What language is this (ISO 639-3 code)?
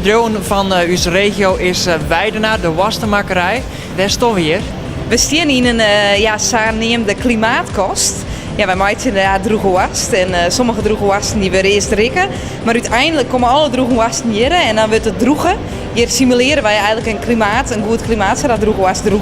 fry